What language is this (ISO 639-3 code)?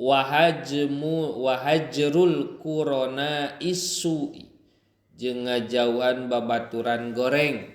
sun